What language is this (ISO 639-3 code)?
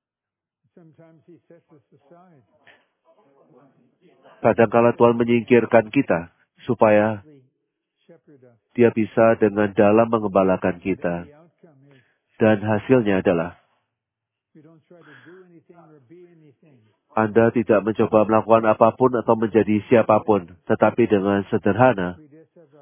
ind